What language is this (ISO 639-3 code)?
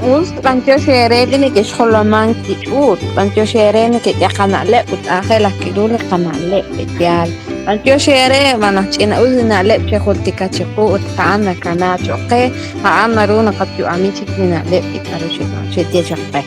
kek